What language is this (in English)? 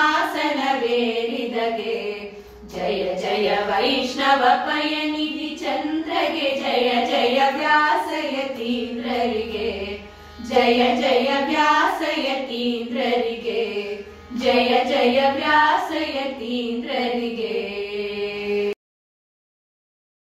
Kannada